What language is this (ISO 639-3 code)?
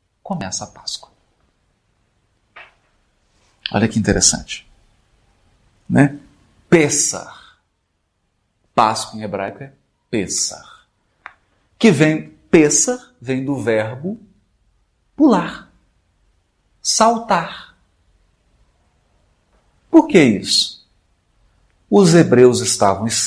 por